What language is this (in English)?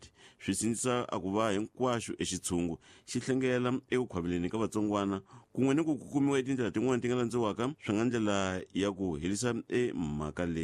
Tsonga